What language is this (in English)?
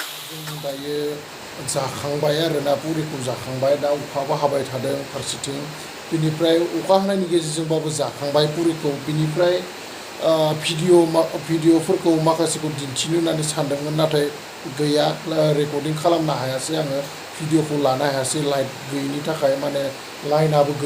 Bodo